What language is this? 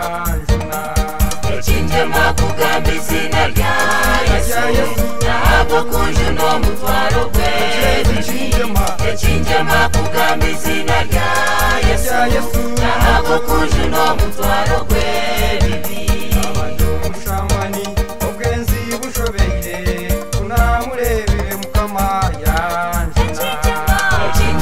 Kinyarwanda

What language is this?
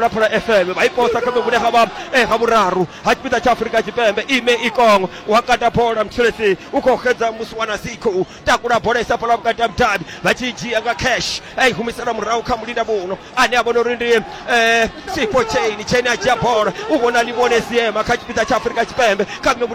Venda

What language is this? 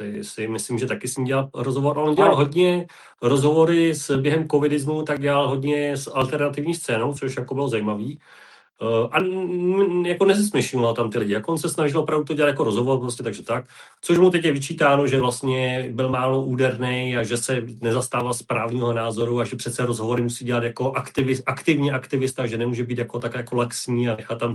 Czech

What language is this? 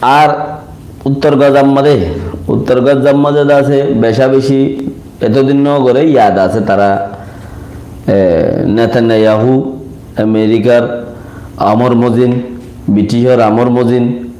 Rohingya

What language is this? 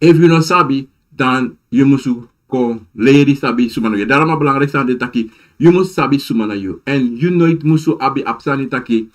Sranan Tongo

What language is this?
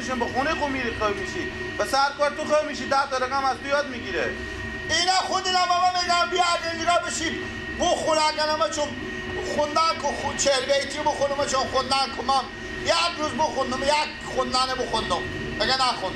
Persian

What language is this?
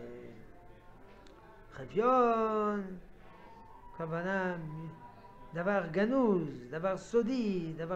Hebrew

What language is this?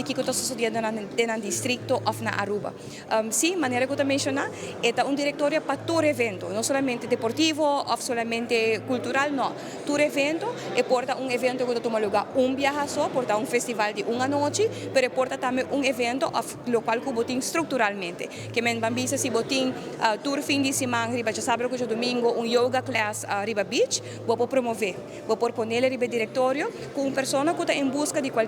Papiamento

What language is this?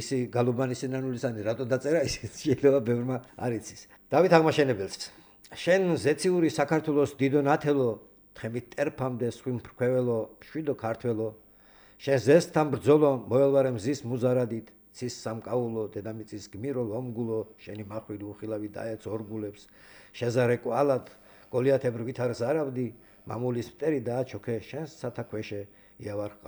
Georgian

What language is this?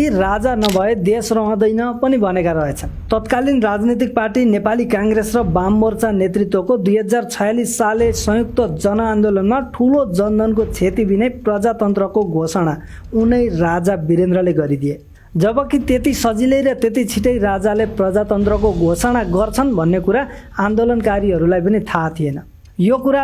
Nepali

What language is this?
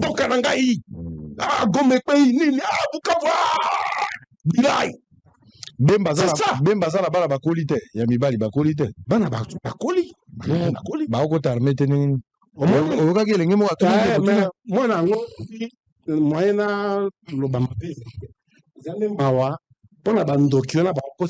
Lingala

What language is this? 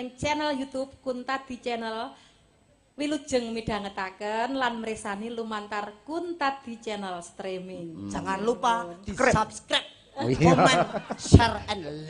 Javanese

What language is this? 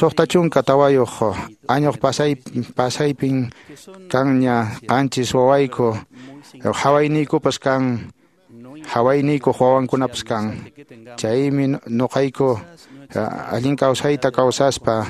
Quechua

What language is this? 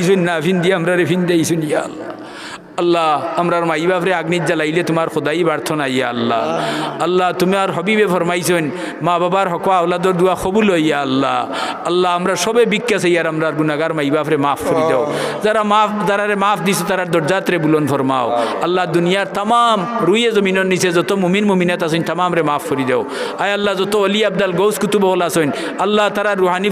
Sylheti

